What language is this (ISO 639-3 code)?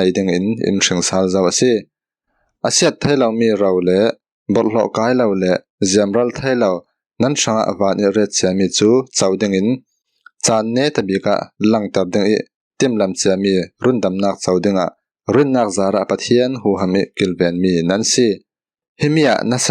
cfm